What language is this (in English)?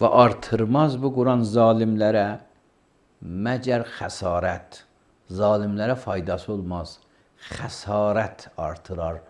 Azerbaijani